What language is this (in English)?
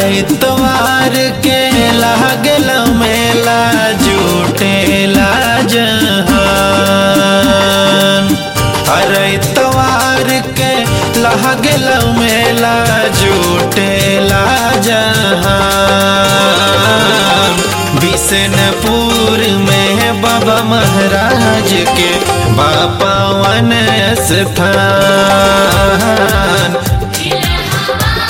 Bhojpuri